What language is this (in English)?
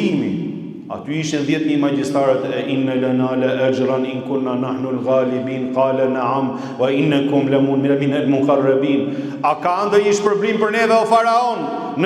Albanian